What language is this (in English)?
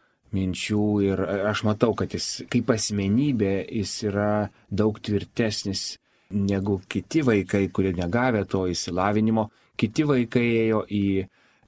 Lithuanian